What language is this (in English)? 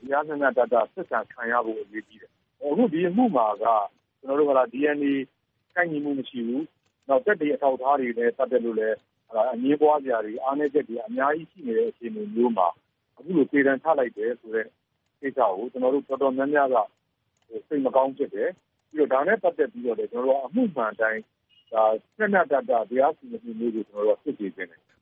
Burmese